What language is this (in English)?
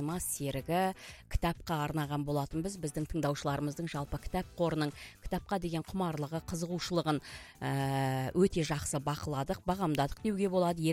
Kazakh